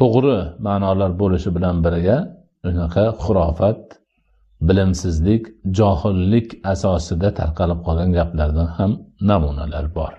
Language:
Uzbek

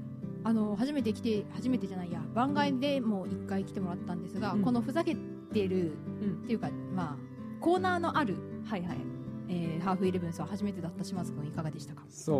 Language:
Japanese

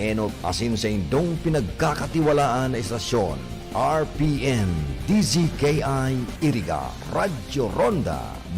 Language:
Bikol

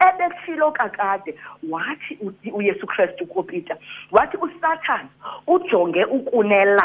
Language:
Xhosa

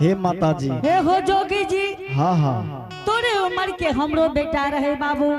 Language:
Angika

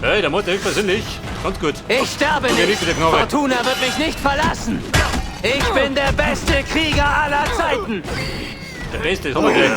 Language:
Bavarian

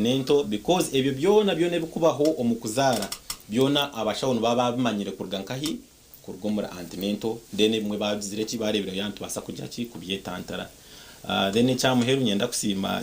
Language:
Nyankole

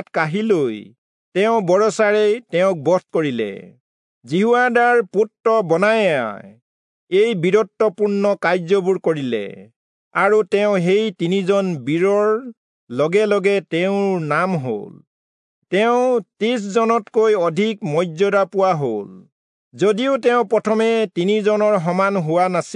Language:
Assamese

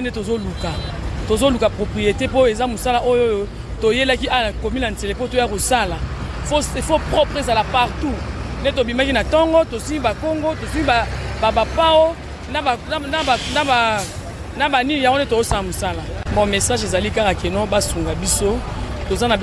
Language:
Lingala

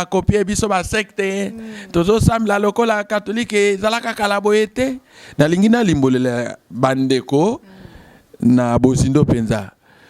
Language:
Lingala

